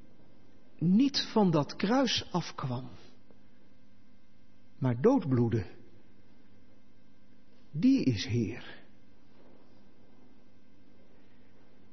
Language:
Dutch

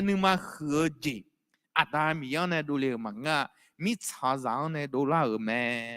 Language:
Akha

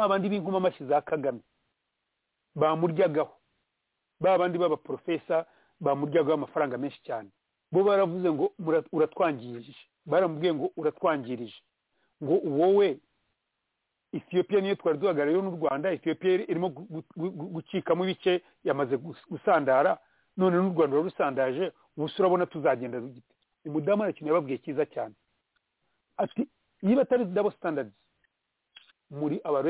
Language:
Kinyarwanda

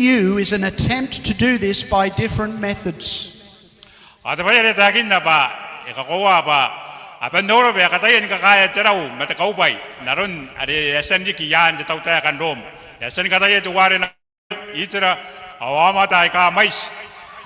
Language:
Gilbertese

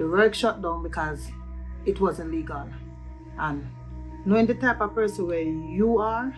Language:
Jamaican Creole English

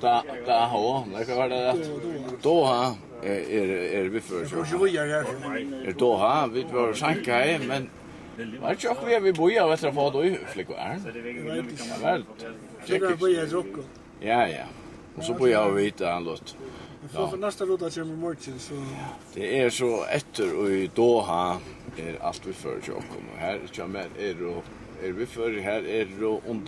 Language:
Faroese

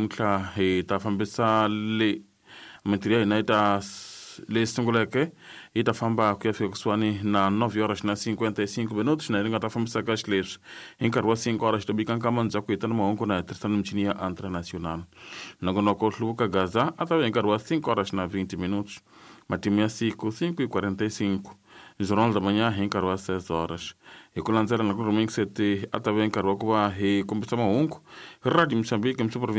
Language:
Tsonga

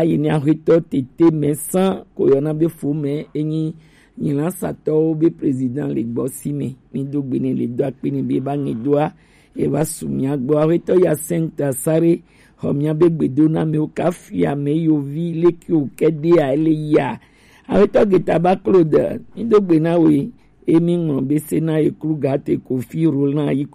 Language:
Gen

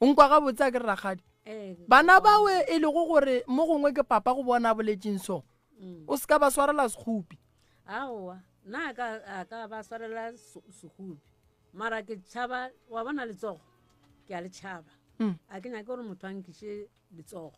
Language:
Northern Sotho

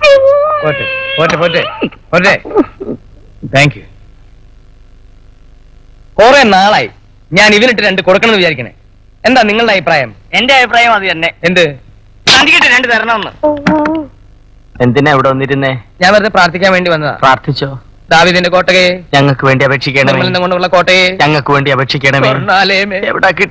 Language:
Malayalam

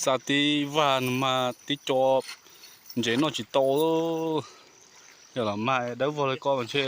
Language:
Hmong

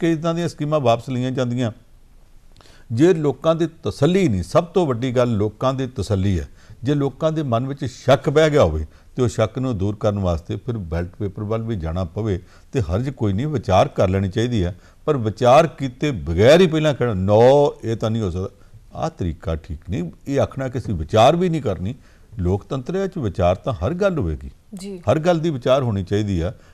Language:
Punjabi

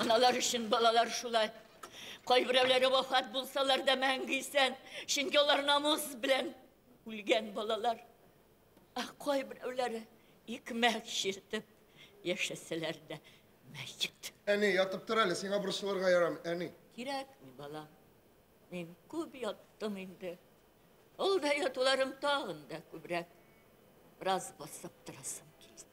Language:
Tatar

